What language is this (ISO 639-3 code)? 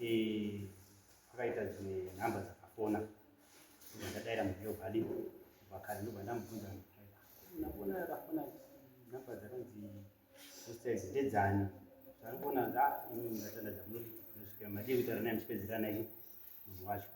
sna